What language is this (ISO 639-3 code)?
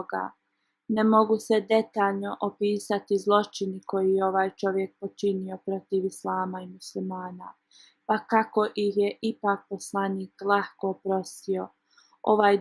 bos